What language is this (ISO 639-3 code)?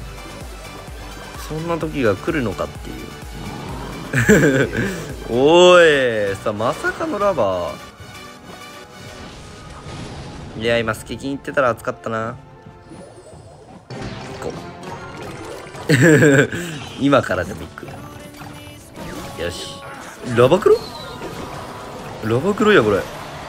jpn